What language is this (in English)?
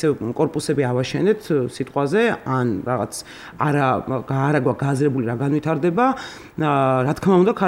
Georgian